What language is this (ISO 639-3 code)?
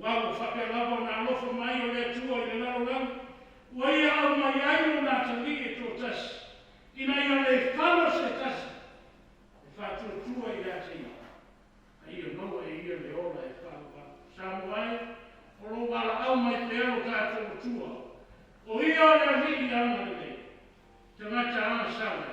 smo